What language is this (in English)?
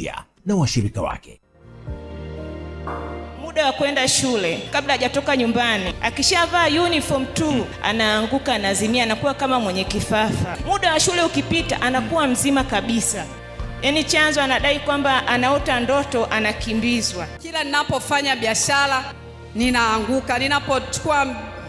Swahili